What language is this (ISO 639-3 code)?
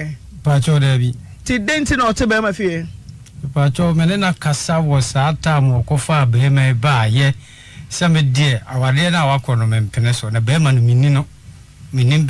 aka